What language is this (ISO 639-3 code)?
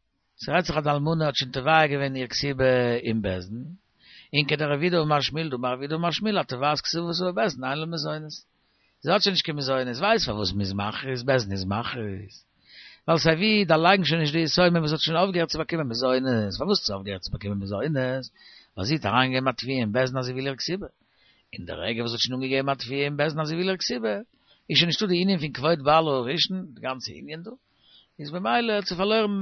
yid